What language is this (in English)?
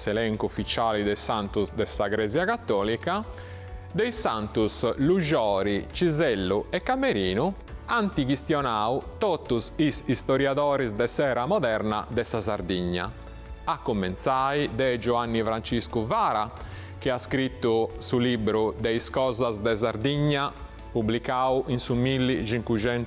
Sardinian